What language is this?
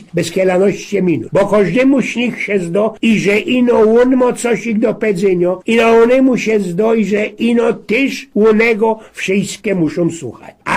Silesian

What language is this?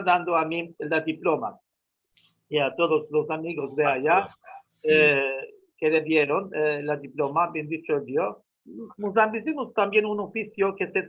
Ladino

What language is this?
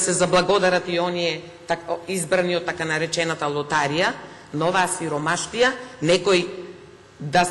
Macedonian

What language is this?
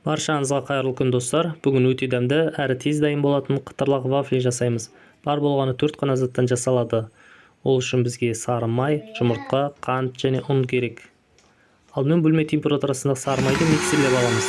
Kazakh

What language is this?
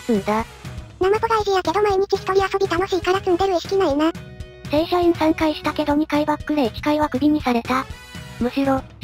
Japanese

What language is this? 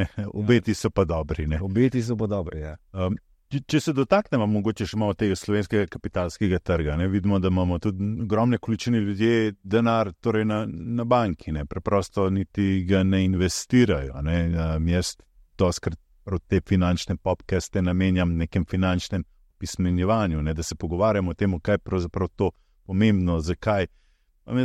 Slovenian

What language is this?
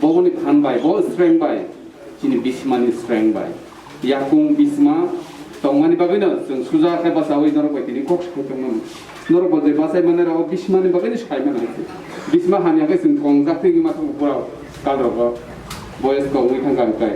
Kok Borok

